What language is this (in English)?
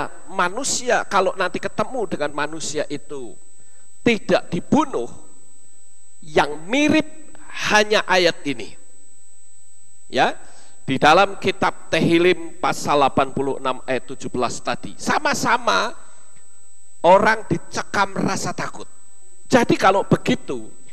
Indonesian